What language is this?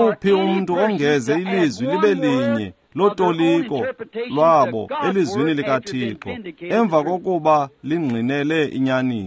Xhosa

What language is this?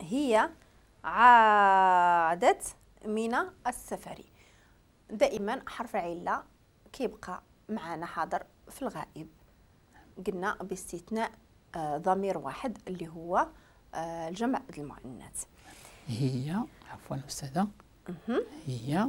Moroccan Arabic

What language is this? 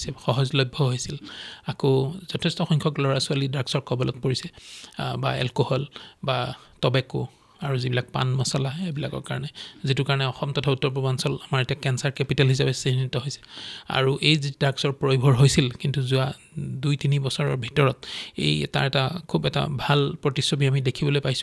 Assamese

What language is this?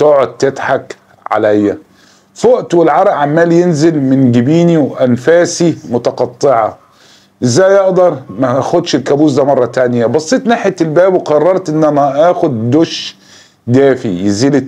Egyptian Arabic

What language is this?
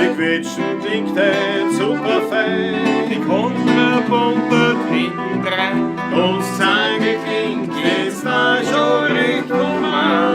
Bavarian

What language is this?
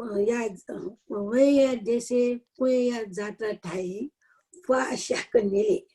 Newari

